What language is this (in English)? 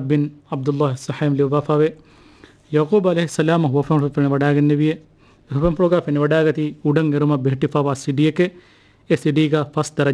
Divehi